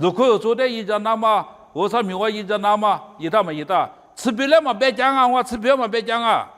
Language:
Lisu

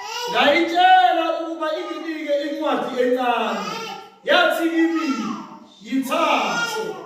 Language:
Zulu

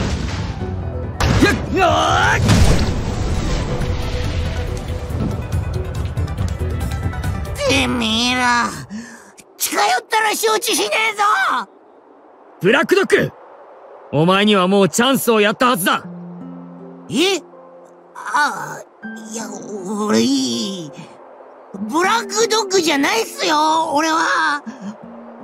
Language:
Japanese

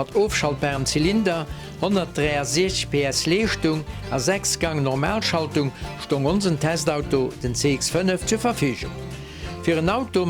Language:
Luxembourgish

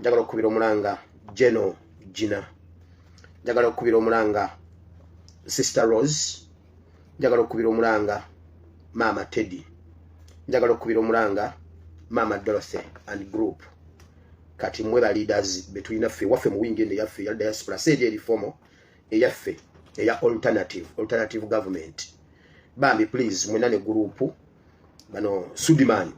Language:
Ganda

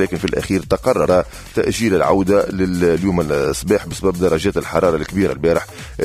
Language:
Tunisian Arabic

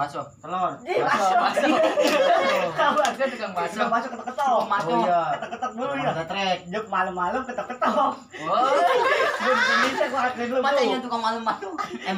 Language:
Betawi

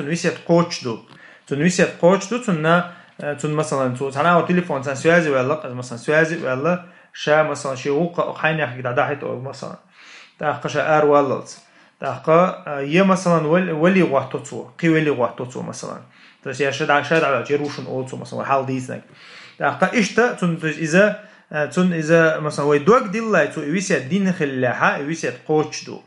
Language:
Chechen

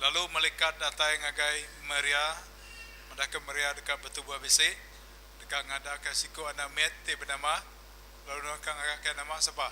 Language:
Iban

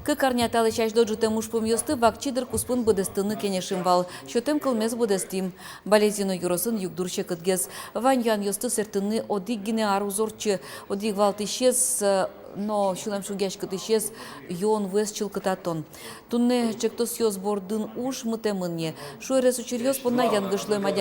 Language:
Udmurt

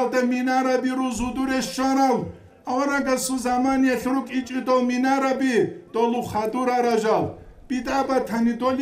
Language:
Avaric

